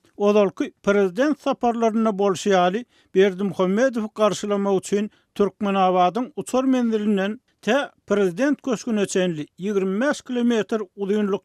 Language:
Turkmen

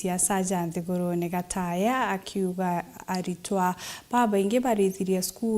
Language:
Meru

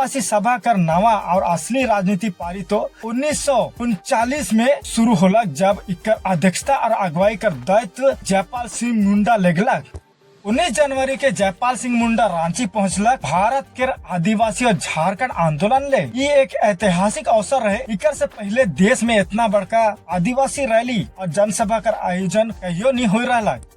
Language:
Sadri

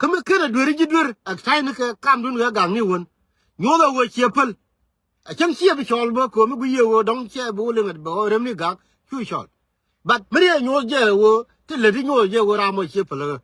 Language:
Nuer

